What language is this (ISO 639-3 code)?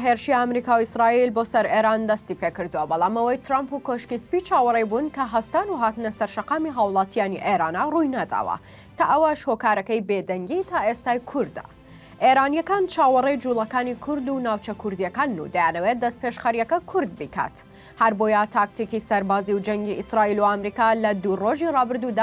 ckb